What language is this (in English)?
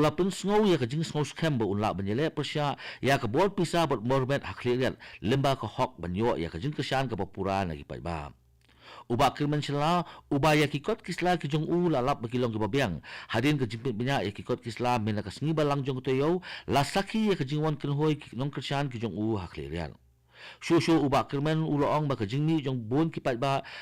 Khasi